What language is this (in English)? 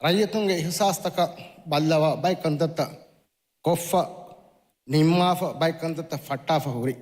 Divehi